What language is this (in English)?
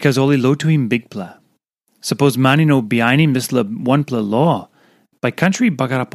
Tok Pisin